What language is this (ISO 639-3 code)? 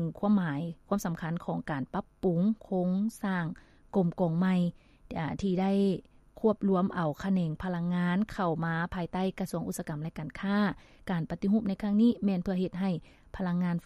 lao